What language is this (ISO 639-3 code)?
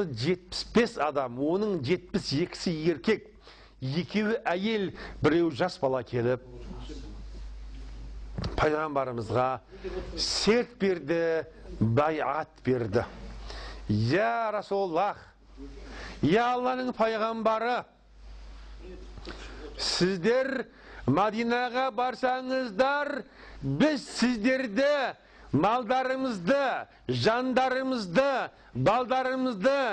kaz